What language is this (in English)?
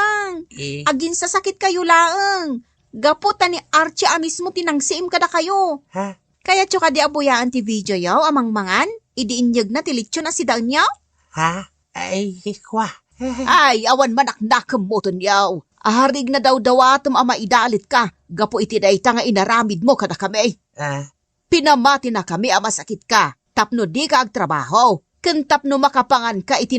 Iloko